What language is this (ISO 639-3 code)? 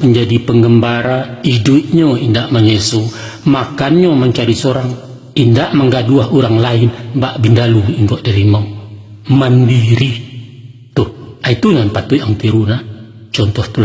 min